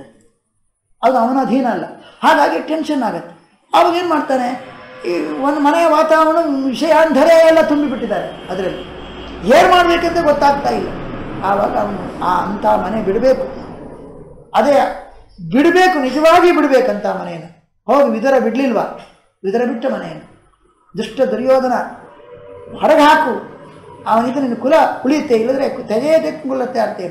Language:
Kannada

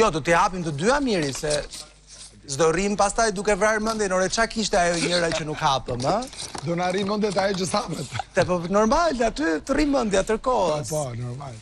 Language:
Albanian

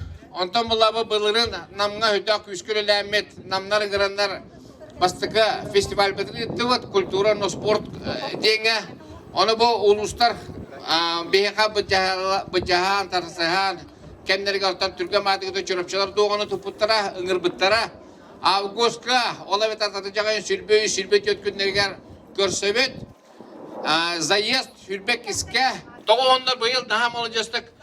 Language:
Yakut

